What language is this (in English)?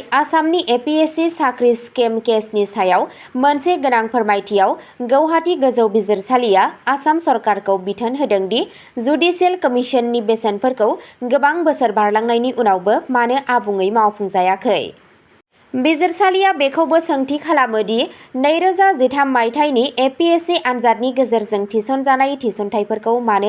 Bodo